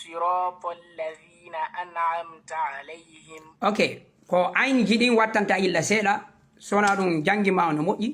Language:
Fula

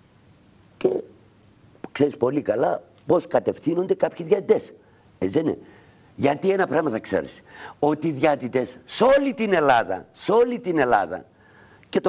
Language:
Greek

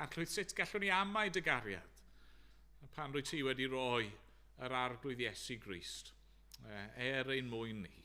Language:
Welsh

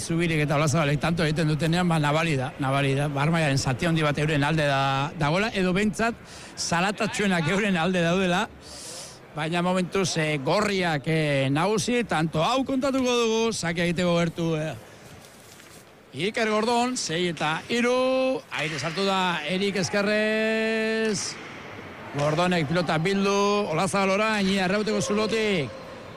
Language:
Basque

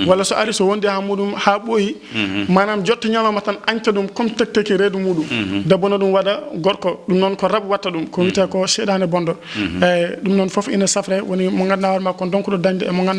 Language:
Fula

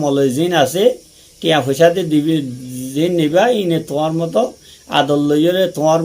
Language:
Rohingya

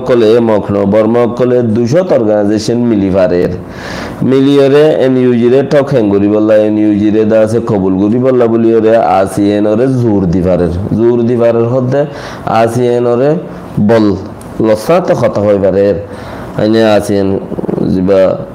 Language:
Rohingya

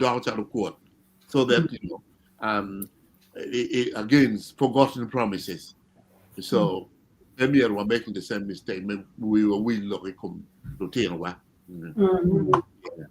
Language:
Acoli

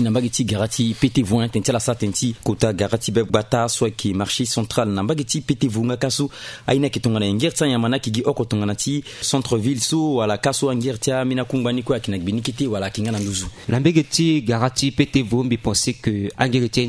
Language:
Sango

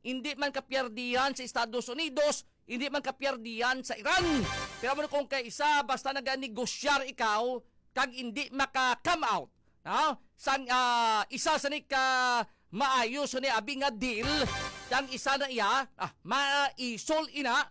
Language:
Hiligaynon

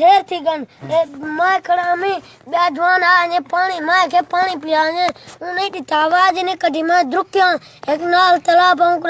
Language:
Saraiki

